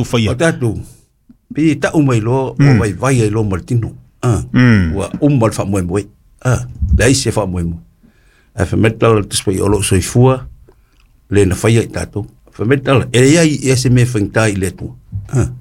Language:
Samoan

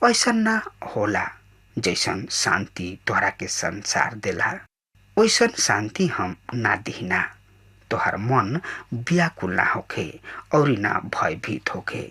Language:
Bhojpuri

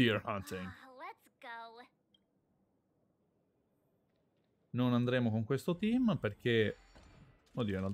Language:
Italian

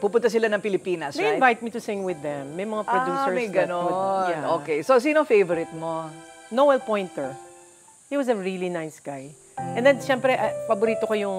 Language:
Filipino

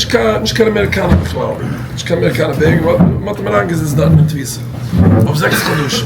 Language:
Yiddish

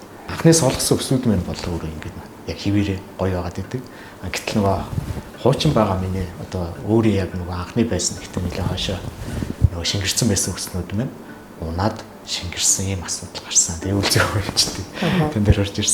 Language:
Mongolian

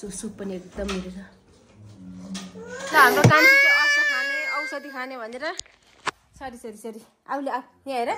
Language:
Nepali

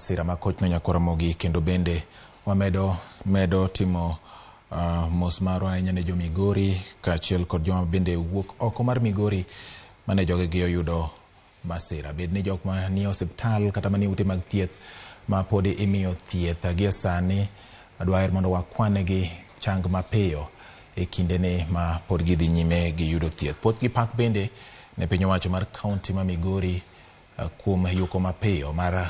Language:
Luo (Kenya and Tanzania)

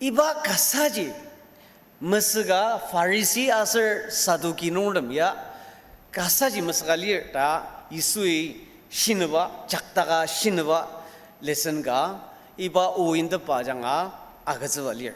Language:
Ao Naga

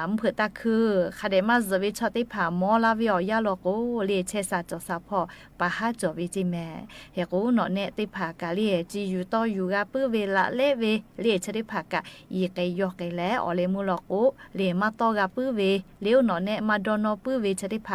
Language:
Lahu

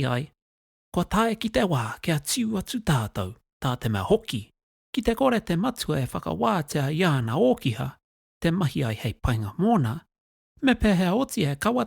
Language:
Māori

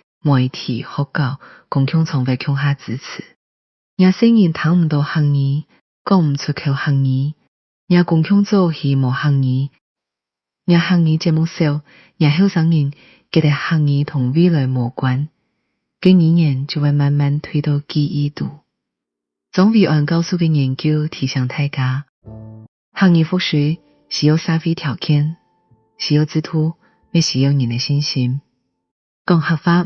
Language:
Hakka Chinese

